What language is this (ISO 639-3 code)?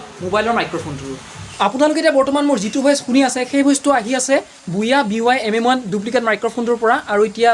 asm